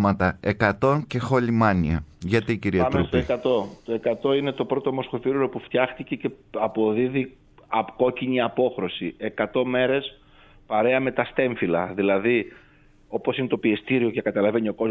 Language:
Greek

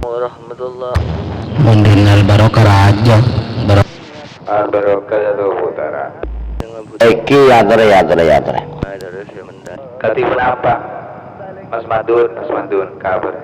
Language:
Madurese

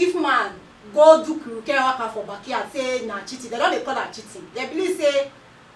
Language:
Nigerian Pidgin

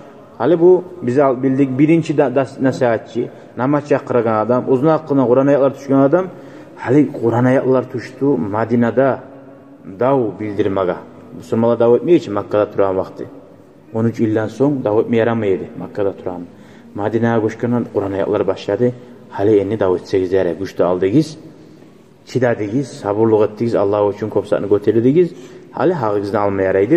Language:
Kumyk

